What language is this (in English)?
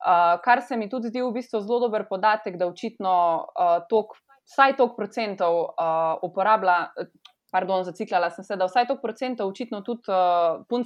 Slovenian